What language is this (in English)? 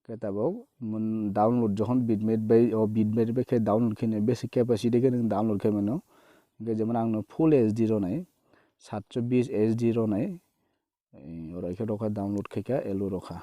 Kok Borok